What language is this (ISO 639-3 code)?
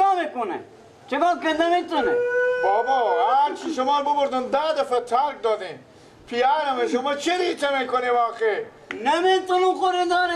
fas